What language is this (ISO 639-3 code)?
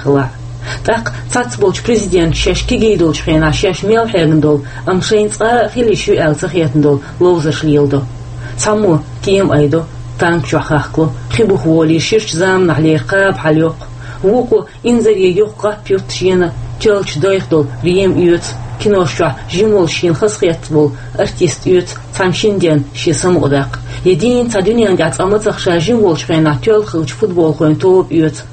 che